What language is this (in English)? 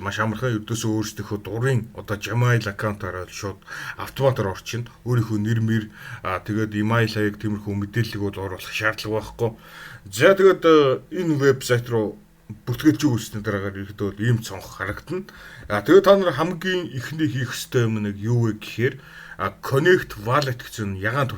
Mongolian